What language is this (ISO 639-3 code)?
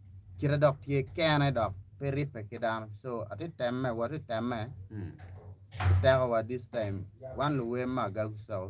ach